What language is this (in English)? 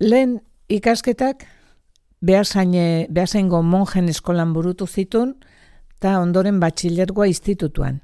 Basque